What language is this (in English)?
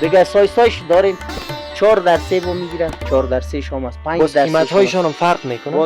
Persian